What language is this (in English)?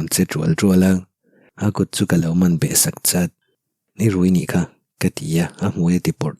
Mizo